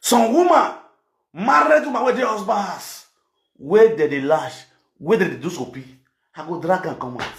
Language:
Nigerian Pidgin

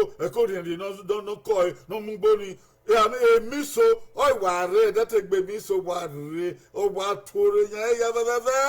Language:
Bini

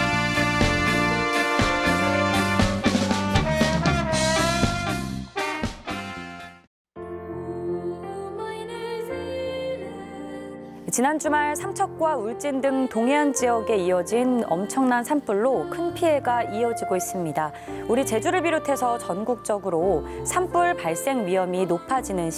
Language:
Korean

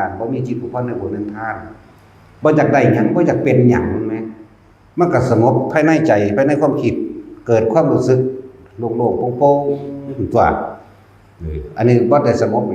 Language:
Northeastern Thai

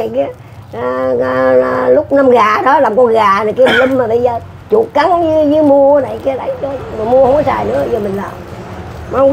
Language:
Vietnamese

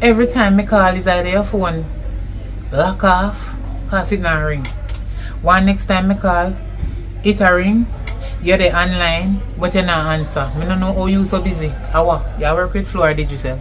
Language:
Jamaican Creole English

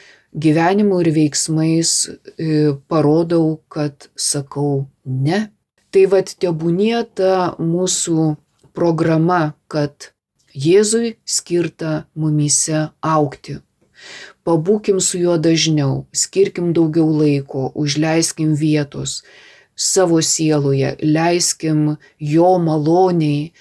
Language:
Lithuanian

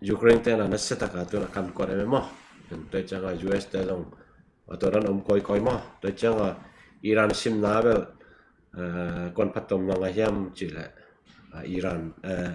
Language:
Tedim Chin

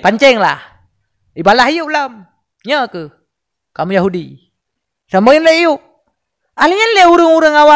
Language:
Achinese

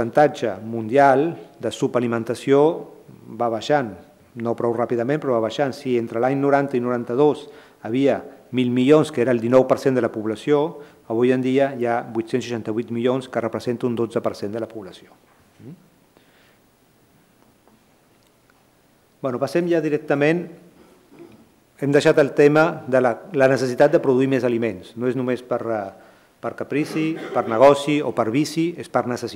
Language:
Catalan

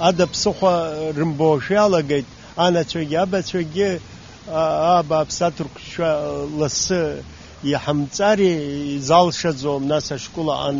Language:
Abkhazian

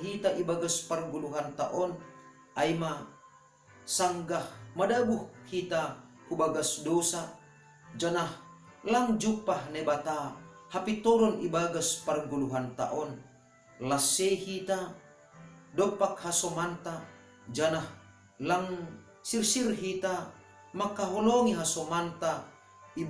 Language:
Batak Simalungun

